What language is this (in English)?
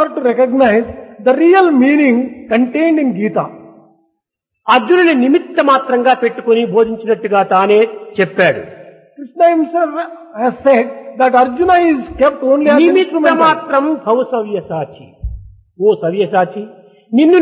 Telugu